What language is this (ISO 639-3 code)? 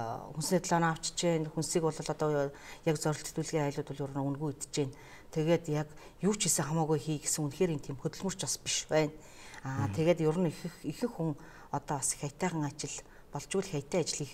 mon